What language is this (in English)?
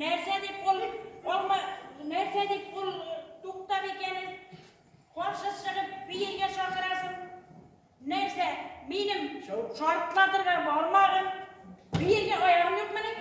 Bashkir